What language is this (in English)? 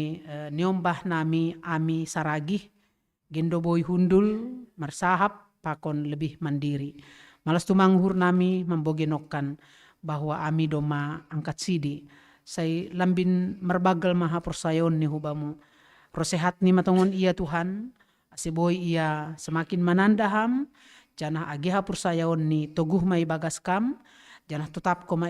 Batak Simalungun